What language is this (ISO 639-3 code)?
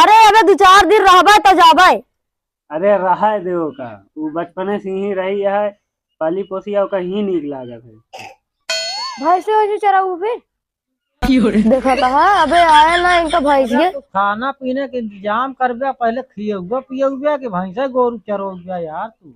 awa